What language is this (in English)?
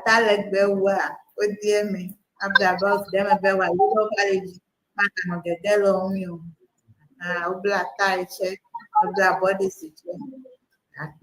Ewe